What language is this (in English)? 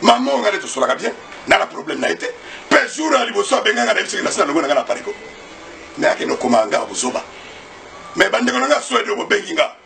Lingala